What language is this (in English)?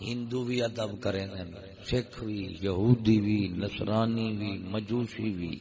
Saraiki